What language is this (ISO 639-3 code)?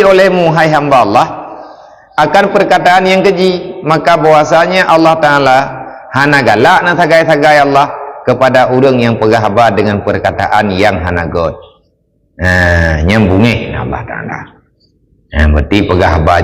ace